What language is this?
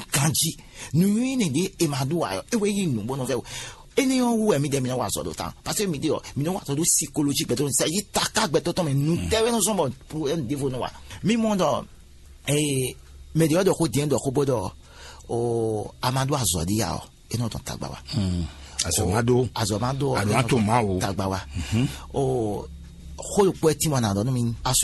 Fon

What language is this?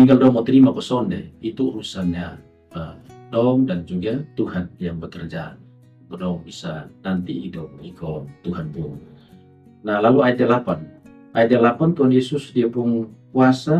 Kupang Malay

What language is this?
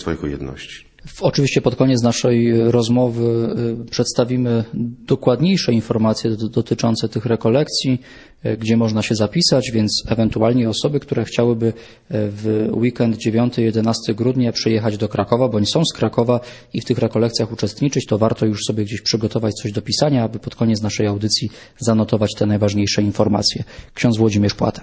Polish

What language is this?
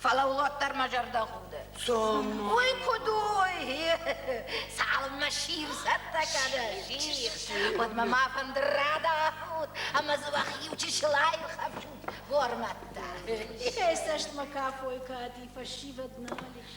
Ossetic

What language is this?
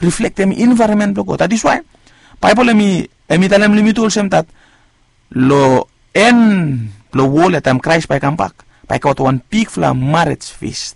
Bislama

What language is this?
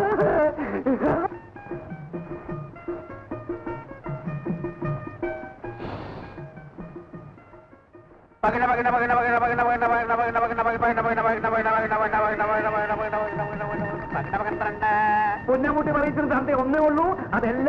Malayalam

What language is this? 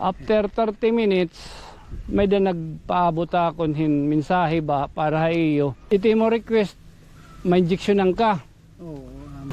Waray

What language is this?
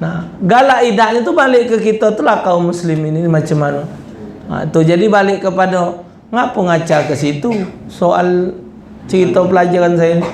Musi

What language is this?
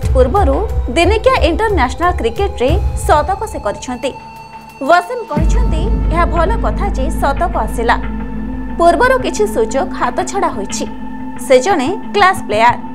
Odia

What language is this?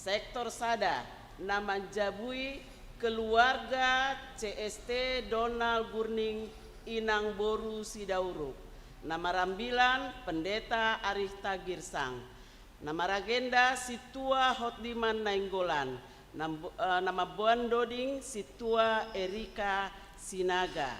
Batak Simalungun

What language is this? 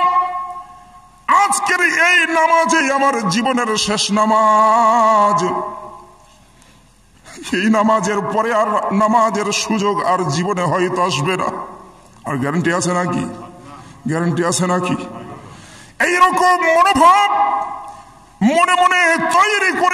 Bangla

